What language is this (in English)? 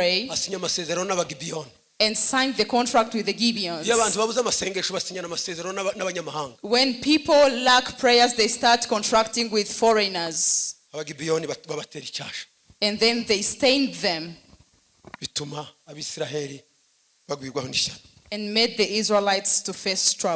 Kinyarwanda